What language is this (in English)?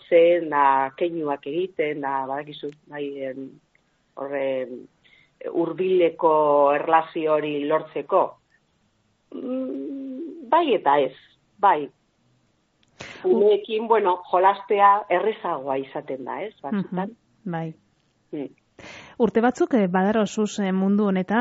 Basque